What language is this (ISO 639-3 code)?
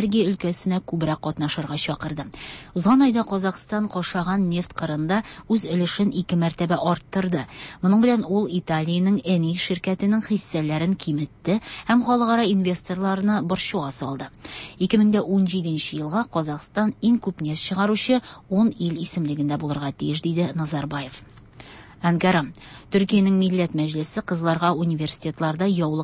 tat